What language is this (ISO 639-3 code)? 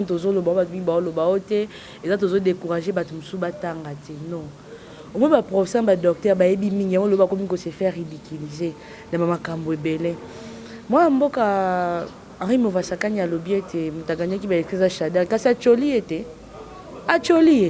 lin